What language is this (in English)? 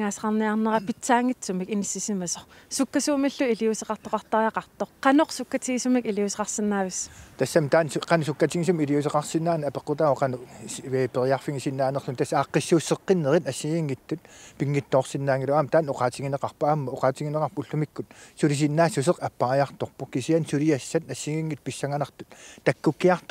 Kalaallisut